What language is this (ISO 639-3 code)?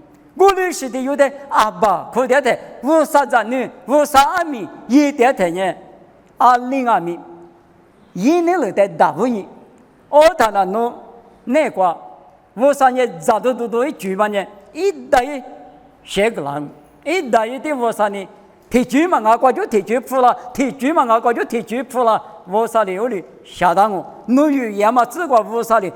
lis